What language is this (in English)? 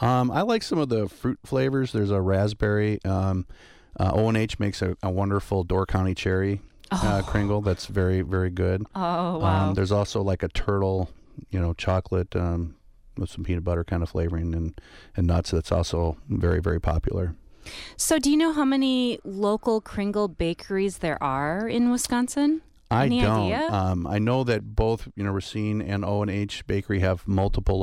English